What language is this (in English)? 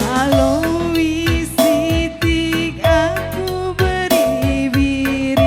Batak Karo